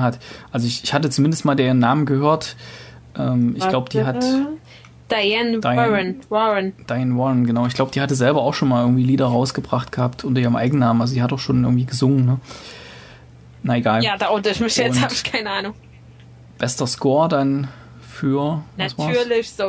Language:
German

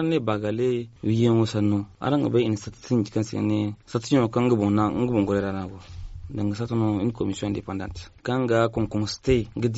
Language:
Zarma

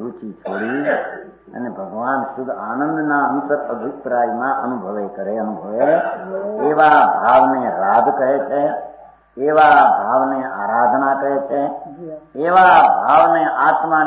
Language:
Gujarati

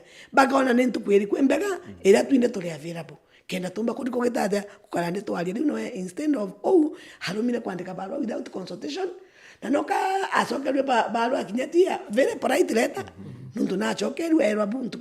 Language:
Meru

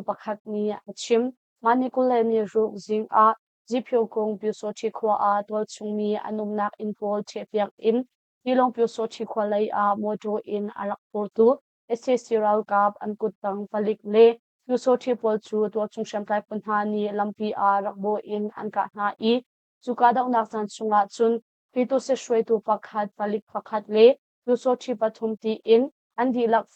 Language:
Hakha Chin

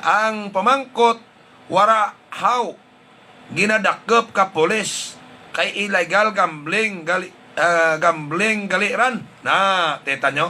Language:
Hiligaynon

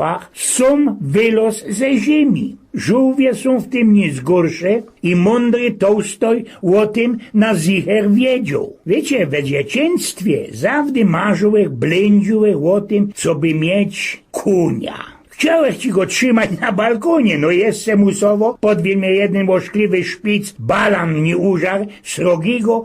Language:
Silesian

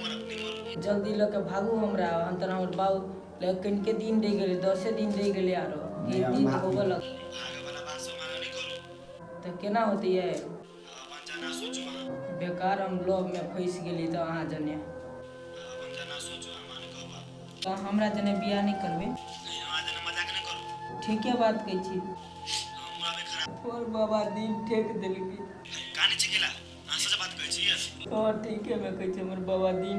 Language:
Maithili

